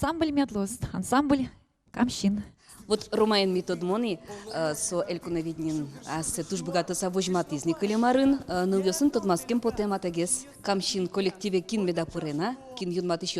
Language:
Udmurt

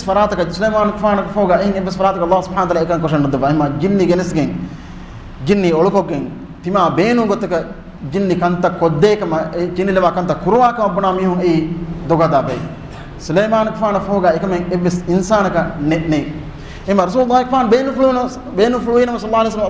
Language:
Divehi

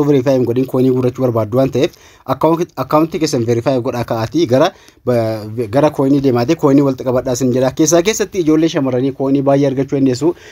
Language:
Oromo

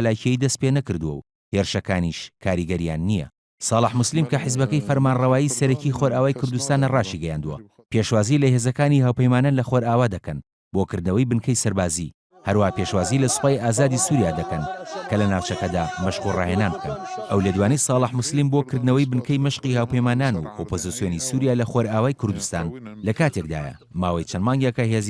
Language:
Central Kurdish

